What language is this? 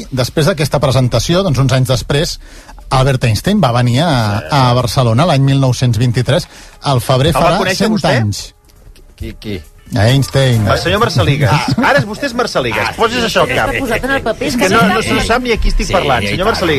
Catalan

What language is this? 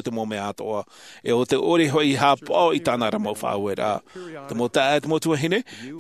Tahitian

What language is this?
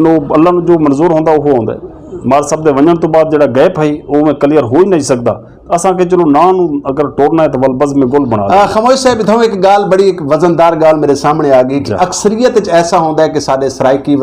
Saraiki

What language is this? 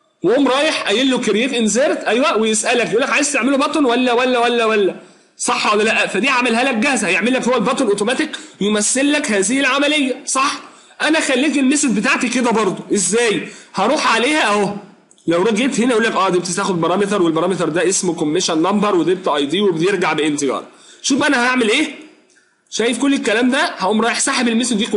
Egyptian Arabic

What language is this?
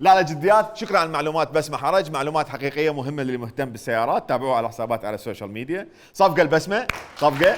Mesopotamian Arabic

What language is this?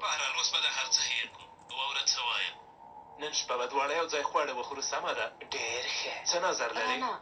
Pashto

